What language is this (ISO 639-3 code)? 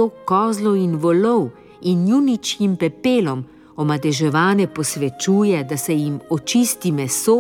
slv